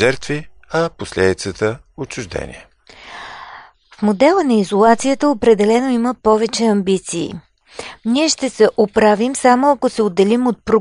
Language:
Bulgarian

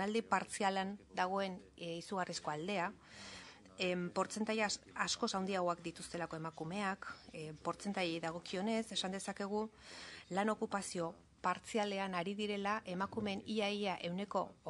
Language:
Basque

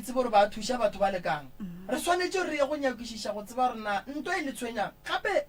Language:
Northern Sotho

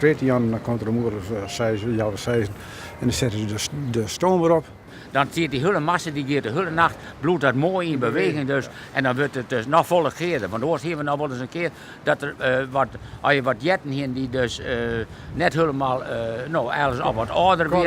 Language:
Western Frisian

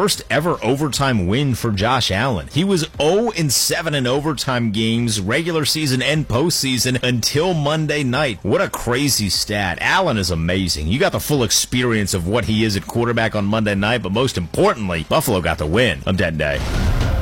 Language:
English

